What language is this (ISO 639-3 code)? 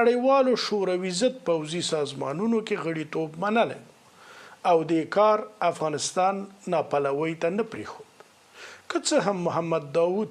pus